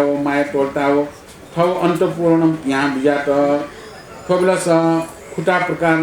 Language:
Newari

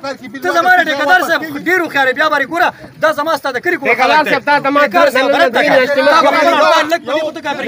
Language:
Pashto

